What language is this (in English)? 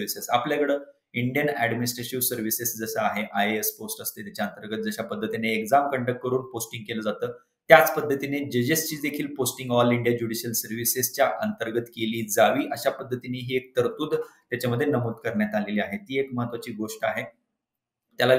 Marathi